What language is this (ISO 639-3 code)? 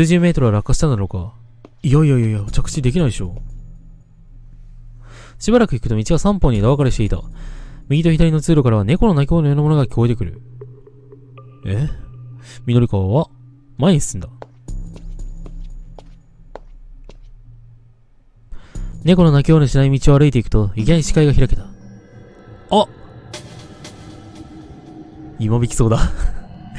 jpn